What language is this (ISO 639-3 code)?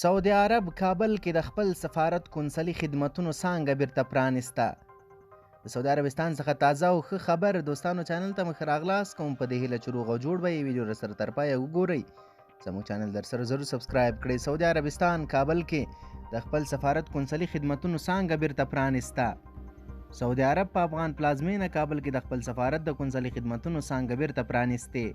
pus